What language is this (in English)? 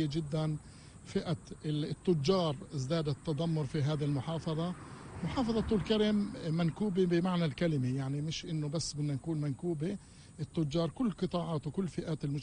North Levantine Arabic